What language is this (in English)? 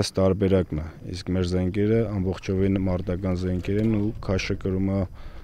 Armenian